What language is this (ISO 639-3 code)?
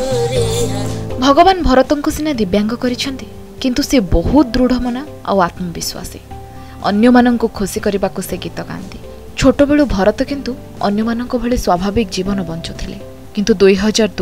ori